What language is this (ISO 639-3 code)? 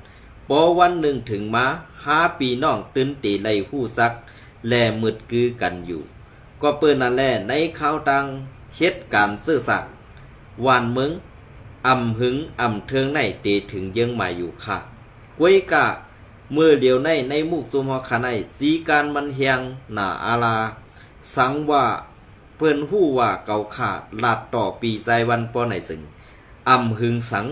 shn